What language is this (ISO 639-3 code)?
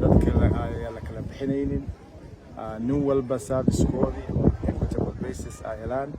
som